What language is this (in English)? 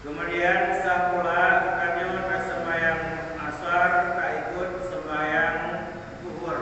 Achinese